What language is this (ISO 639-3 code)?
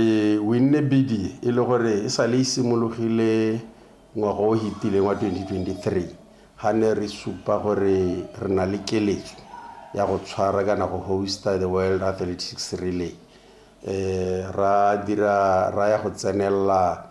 tsn